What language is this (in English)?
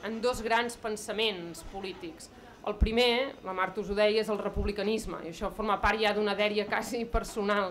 Catalan